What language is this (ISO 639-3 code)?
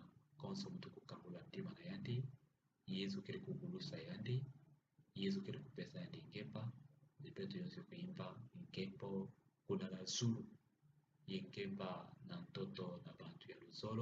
ktu